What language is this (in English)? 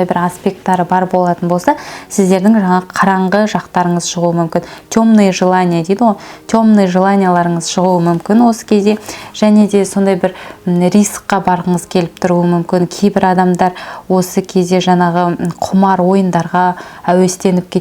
Kazakh